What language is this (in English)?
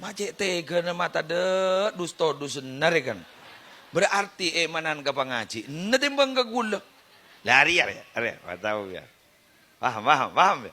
Madurese